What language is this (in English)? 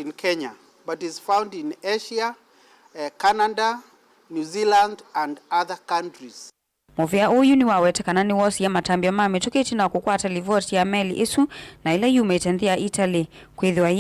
Kamba